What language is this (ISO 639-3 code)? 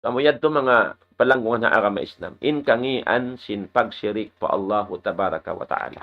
tsg